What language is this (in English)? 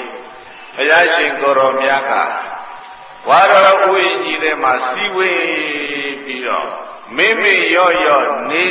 Burmese